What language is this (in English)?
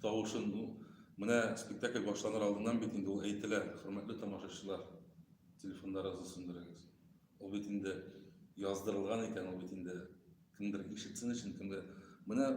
Tatar